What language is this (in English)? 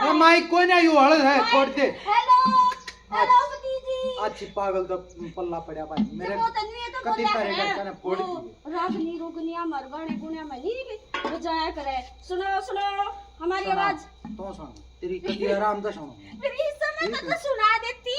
Haryanvi